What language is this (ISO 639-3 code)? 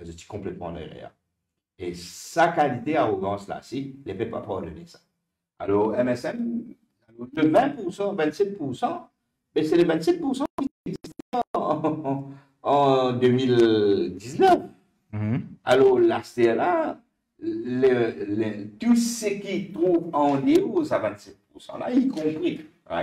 mfe